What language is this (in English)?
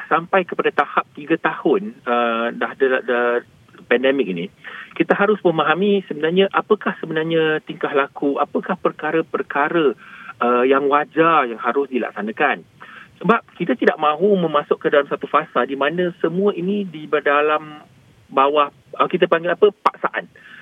Malay